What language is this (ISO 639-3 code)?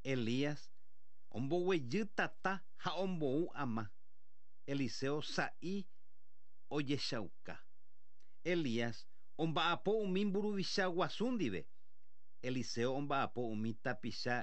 grn